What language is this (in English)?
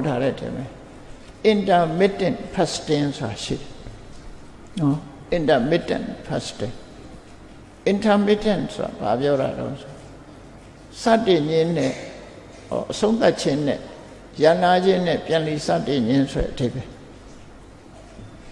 Burmese